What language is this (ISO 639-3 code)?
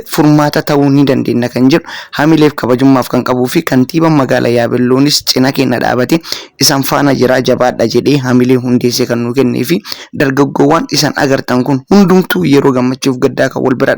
orm